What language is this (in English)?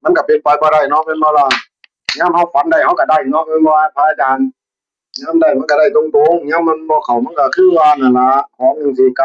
Northeastern Thai